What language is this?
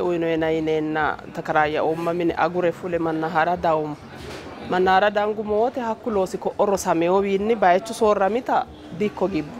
Sidamo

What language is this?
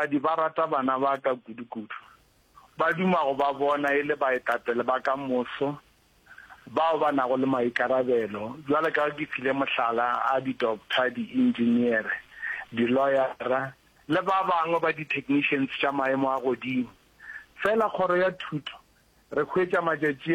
Northern Sotho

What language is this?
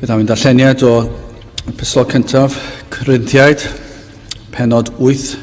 Welsh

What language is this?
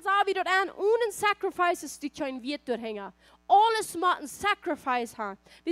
Plautdietsch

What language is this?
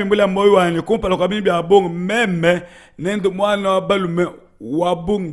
Luba-Lulua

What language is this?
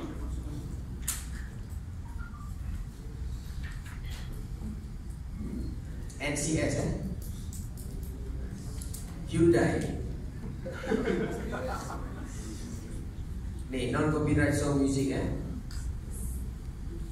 Malay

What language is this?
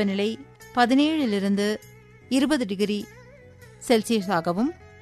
Tamil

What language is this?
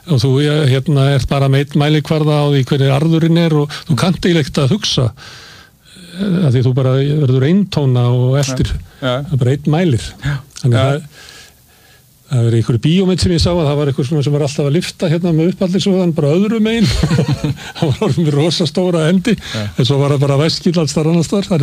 Icelandic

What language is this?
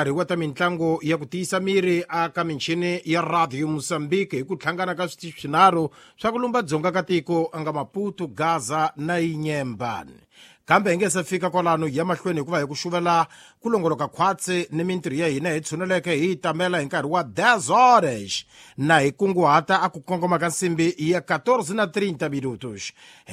Tsonga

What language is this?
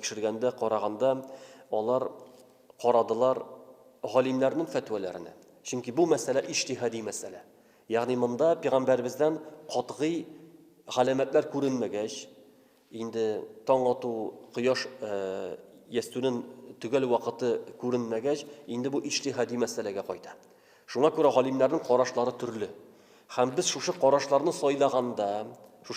Tatar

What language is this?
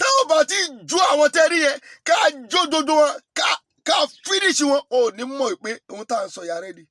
Yoruba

